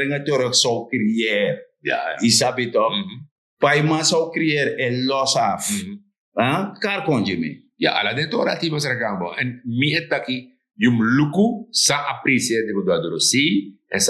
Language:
Sranan Tongo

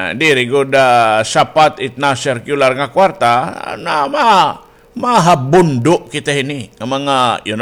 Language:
Waray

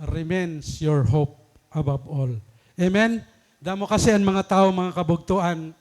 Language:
Waray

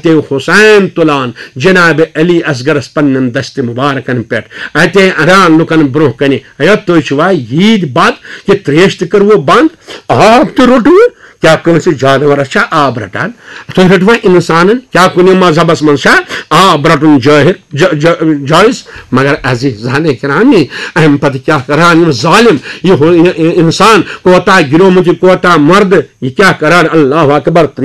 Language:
Kashmiri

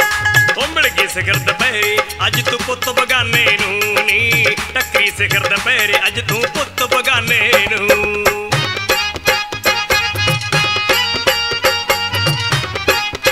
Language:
Punjabi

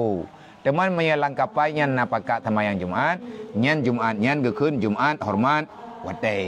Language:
Achinese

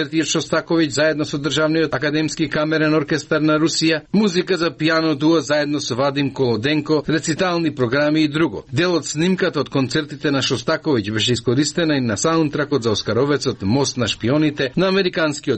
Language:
Macedonian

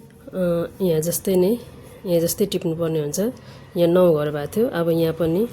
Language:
Nepali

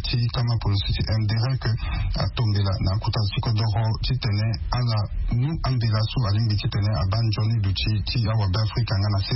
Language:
Sango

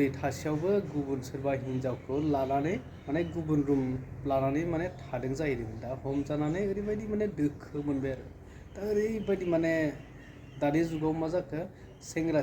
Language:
Bodo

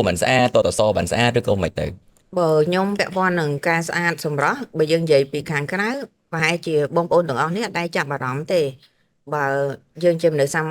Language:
Khmer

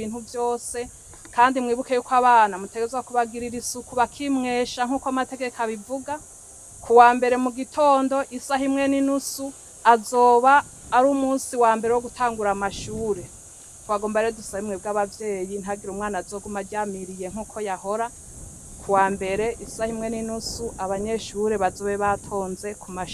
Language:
Rundi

